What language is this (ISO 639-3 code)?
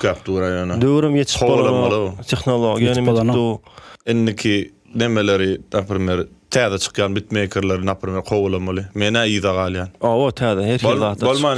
tuk